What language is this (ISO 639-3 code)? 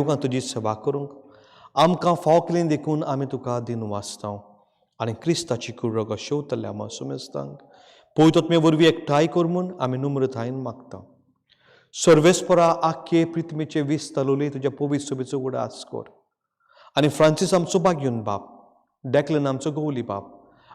kok